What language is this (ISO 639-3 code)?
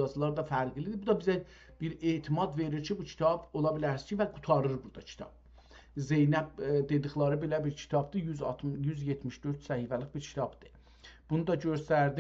azb